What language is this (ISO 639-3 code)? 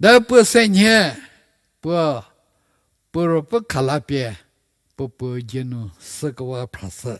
njm